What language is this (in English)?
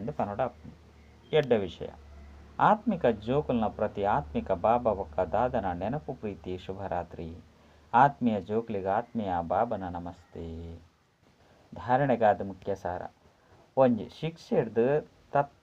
Tulu